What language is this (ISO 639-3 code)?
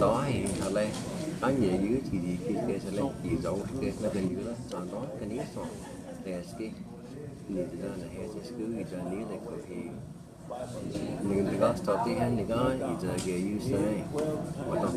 chr